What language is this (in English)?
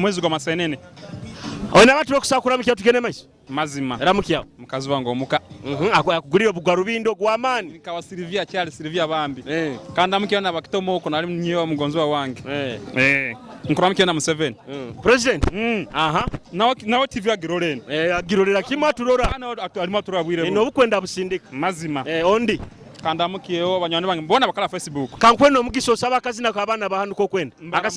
Nyoro